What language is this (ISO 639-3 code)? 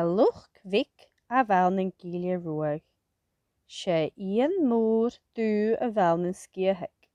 gla